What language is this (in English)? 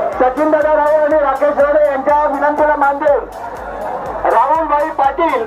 Marathi